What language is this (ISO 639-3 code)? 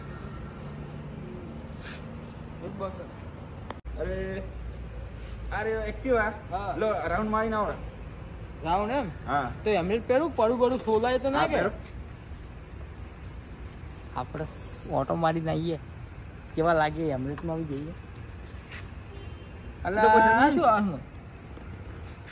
guj